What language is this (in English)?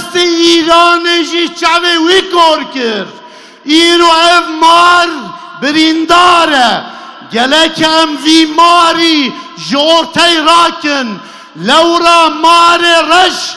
Kurdish